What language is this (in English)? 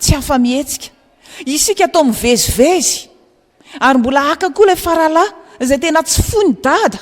Malagasy